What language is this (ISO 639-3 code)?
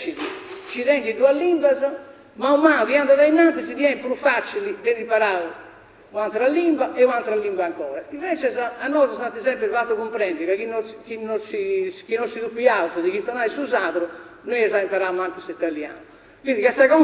srd